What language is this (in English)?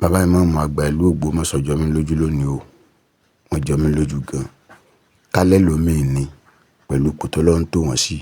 Yoruba